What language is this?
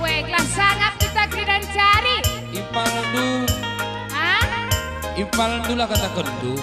Batak Karo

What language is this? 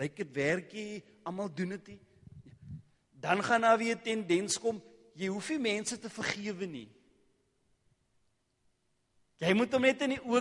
Afrikaans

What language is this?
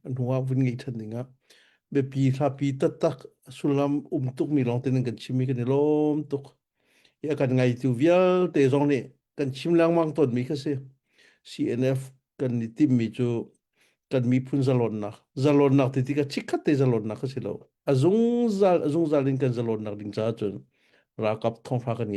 Hakha Chin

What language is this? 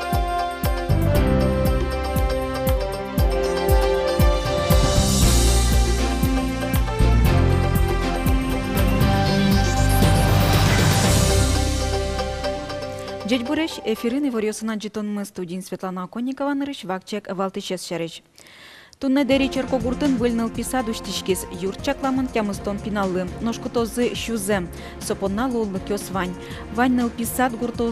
Udmurt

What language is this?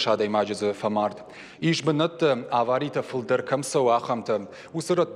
Ossetic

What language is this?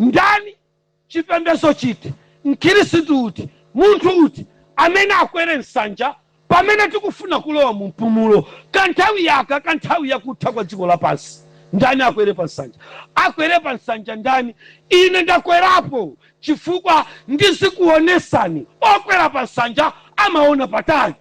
Nyanja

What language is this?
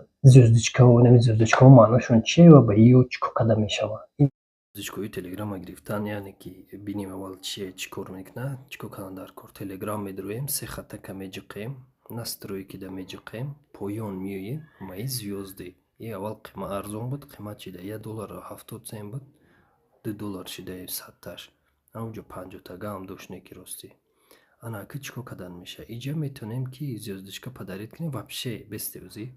Tajik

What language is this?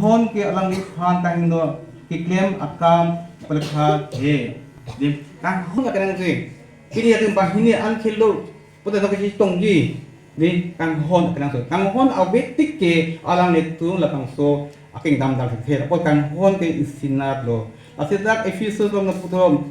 Karbi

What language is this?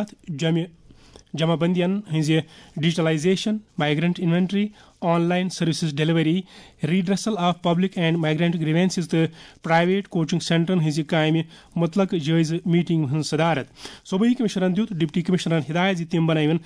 Kashmiri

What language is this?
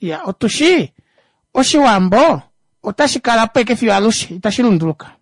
Kuanyama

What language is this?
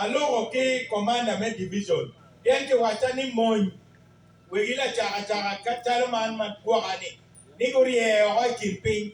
Acoli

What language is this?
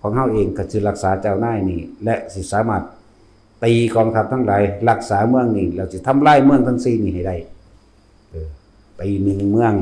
Northeastern Thai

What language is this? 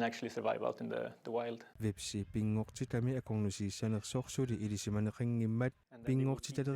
Kalaallisut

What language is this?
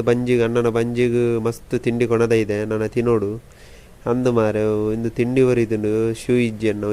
Tulu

